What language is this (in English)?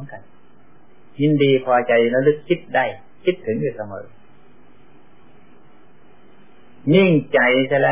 Thai